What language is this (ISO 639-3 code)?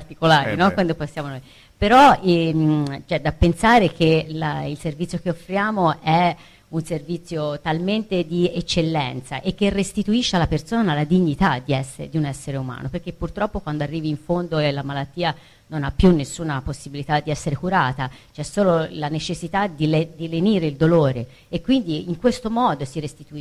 ita